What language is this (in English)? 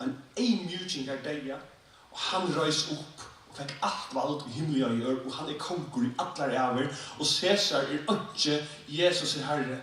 Faroese